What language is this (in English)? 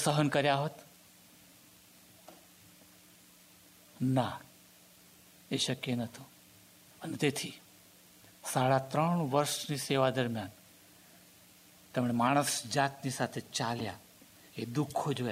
Gujarati